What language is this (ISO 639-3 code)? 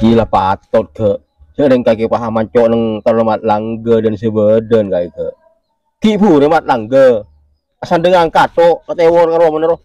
mad